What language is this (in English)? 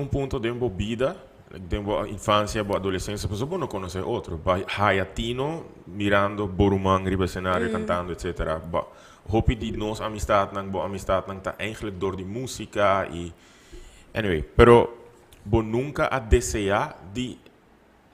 Papiamento